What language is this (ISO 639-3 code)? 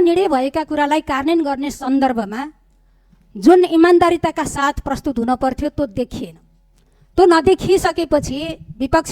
nep